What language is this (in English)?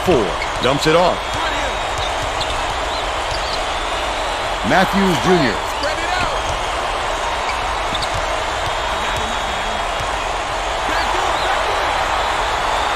English